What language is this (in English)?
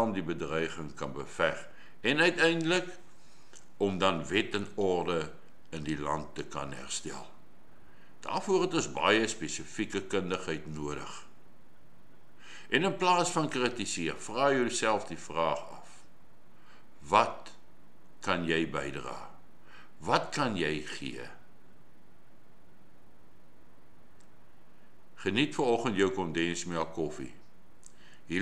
Afrikaans